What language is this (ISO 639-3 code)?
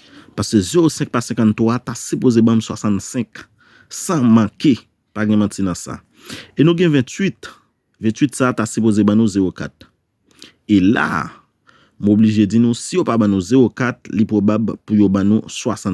hat